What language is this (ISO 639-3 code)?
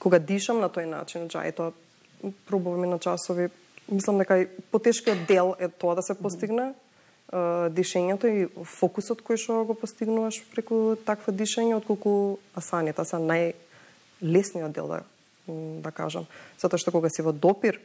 mkd